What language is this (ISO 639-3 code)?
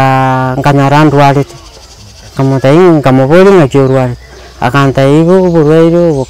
guz